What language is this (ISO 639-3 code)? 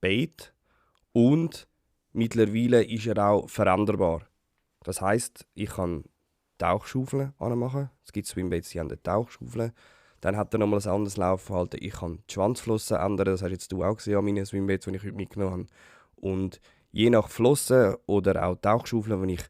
gsw